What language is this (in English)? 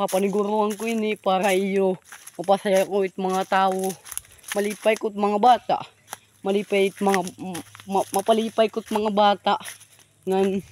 Waray